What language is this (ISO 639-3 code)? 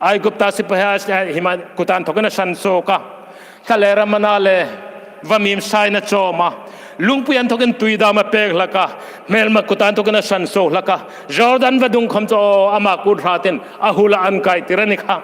hmr